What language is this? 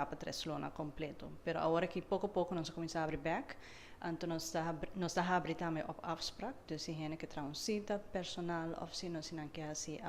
Papiamento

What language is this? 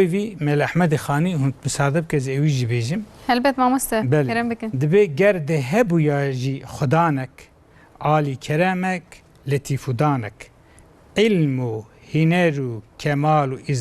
Kurdish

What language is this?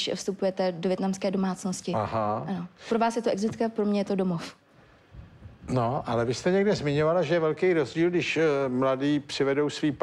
Czech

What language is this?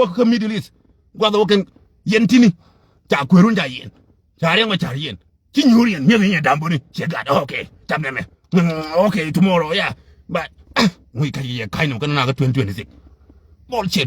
Nuer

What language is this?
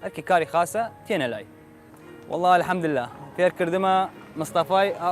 Southern Kurdish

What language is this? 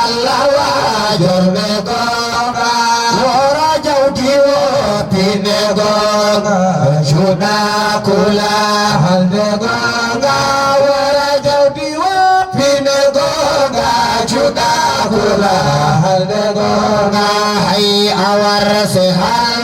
Fula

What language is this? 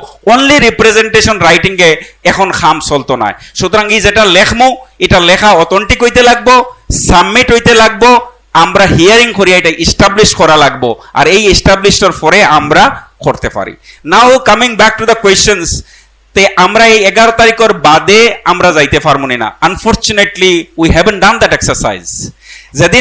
Sylheti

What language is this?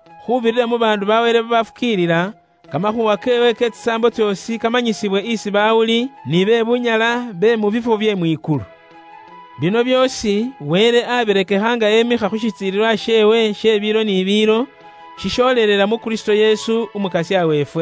Luyia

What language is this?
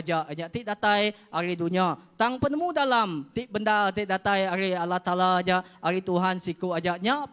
Iban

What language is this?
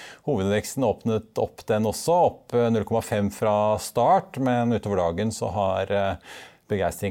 Norwegian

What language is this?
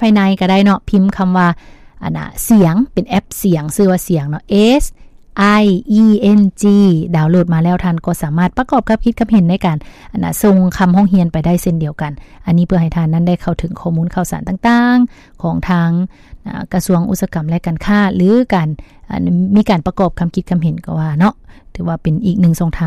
Lao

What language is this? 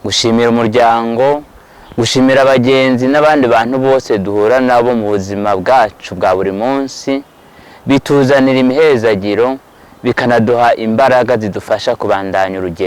Rundi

